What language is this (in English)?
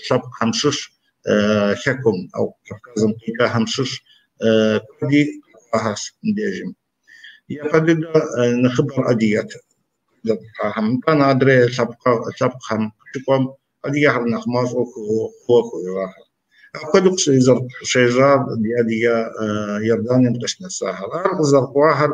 Kabardian